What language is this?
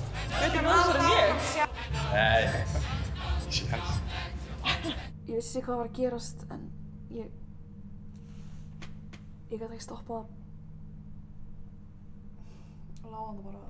Icelandic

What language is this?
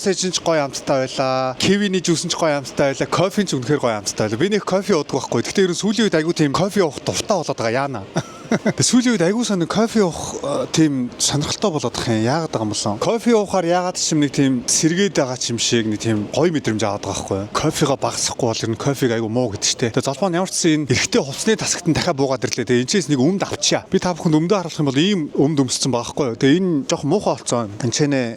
Mongolian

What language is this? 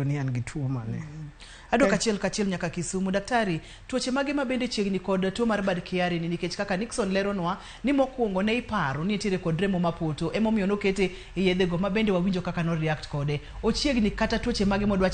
Luo (Kenya and Tanzania)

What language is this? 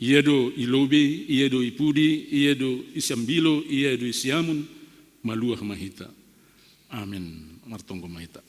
Batak Simalungun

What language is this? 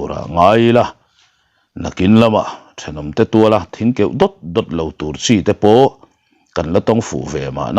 Mizo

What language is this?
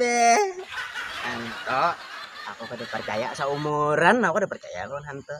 Banjar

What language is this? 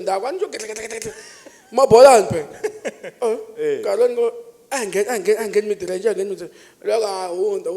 Tsonga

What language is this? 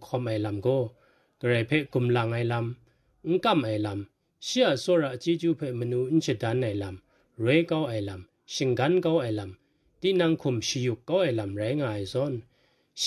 Kachin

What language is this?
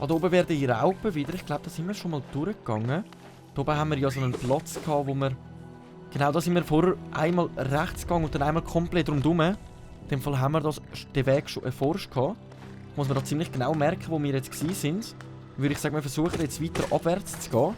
Swiss German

